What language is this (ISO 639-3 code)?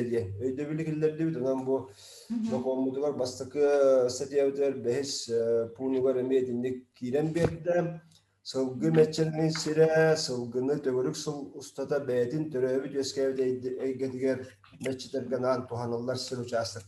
sah